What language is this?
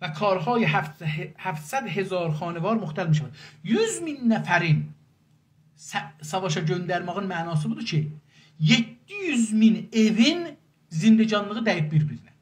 South Azerbaijani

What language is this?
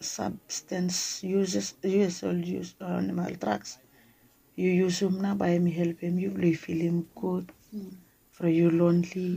Bislama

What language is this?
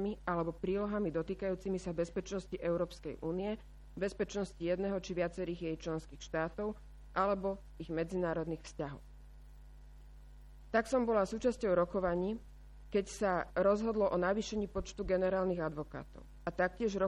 Slovak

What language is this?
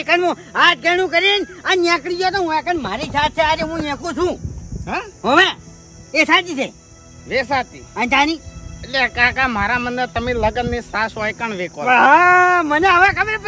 Gujarati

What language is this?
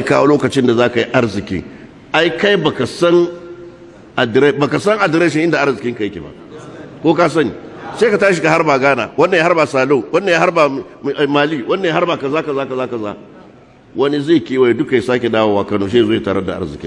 Hausa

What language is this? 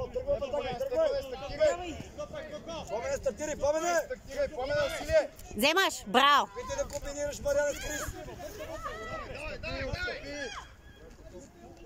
Bulgarian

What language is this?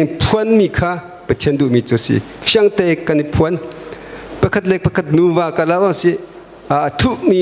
Hakha Chin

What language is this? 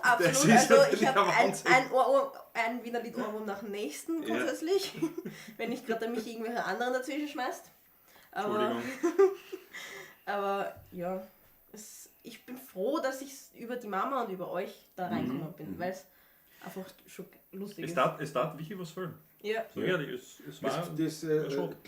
Bavarian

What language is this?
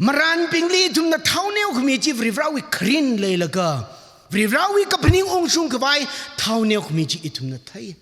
Tangkhul Naga (India)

